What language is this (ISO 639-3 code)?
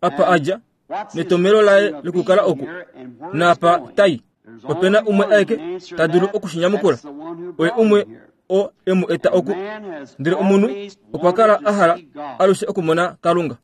kua